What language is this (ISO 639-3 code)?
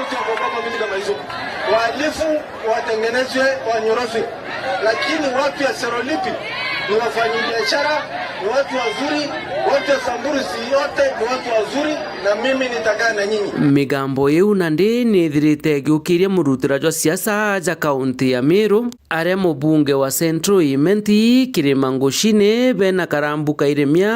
mer